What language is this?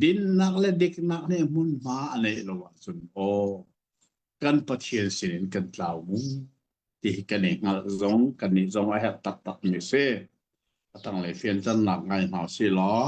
Hakha Chin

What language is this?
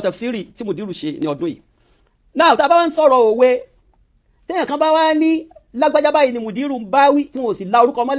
Yoruba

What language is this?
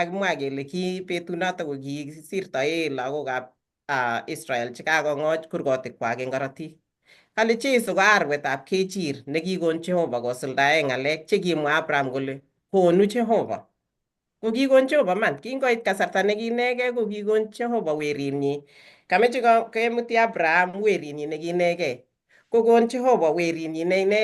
Kalenjin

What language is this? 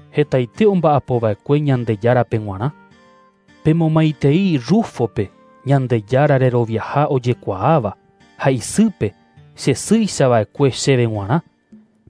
Guarani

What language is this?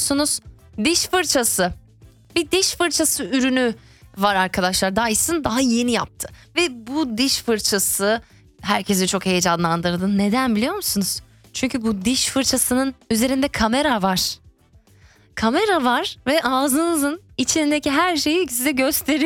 Turkish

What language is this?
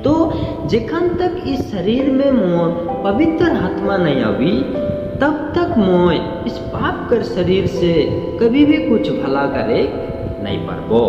Sadri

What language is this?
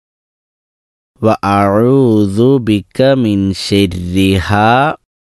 Malayalam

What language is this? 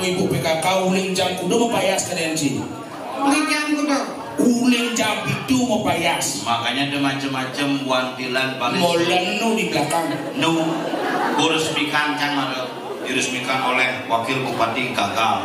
Balinese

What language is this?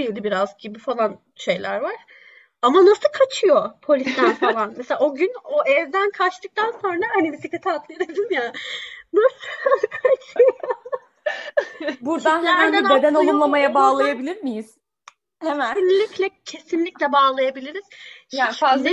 Turkish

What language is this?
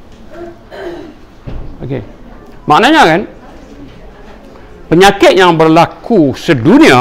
Malay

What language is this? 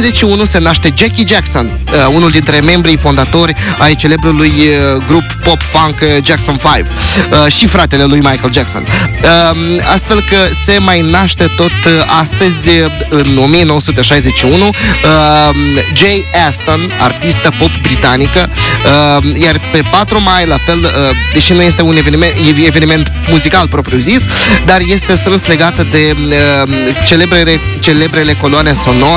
Romanian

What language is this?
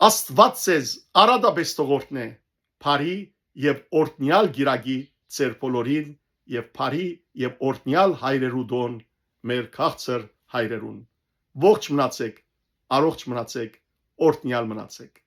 Western Armenian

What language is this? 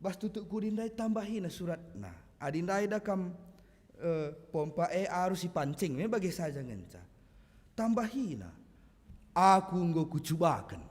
Batak Karo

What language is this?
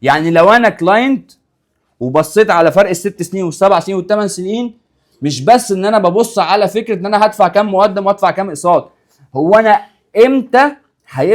Egyptian Arabic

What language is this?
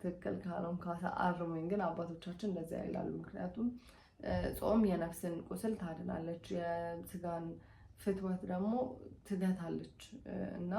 Amharic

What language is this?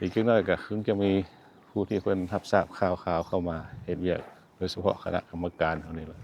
Lao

